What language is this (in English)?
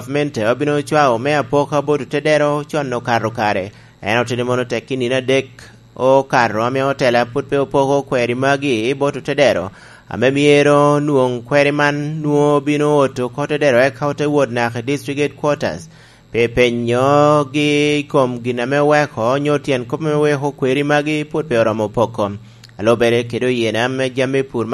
Lango (Uganda)